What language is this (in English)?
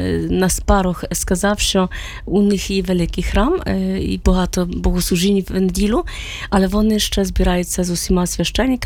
Ukrainian